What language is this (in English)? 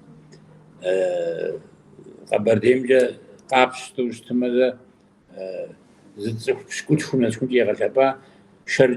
Kabardian